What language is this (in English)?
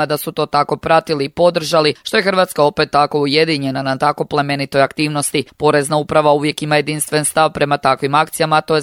Croatian